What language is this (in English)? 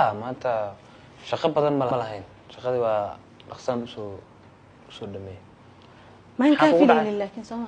Somali